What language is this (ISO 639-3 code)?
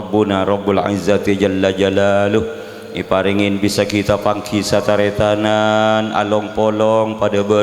mad